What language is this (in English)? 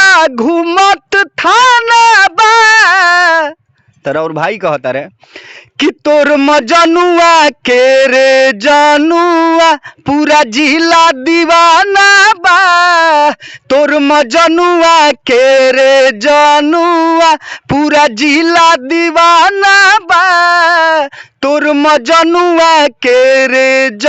Bhojpuri